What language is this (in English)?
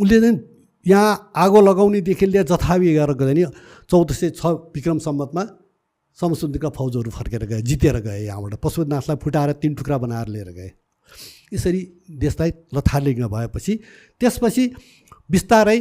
Nepali